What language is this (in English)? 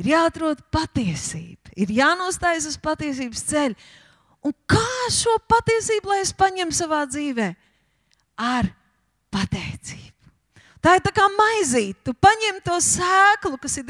Latvian